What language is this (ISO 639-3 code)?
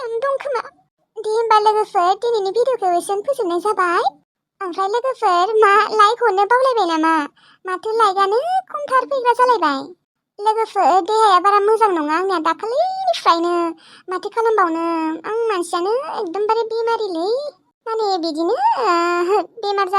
brx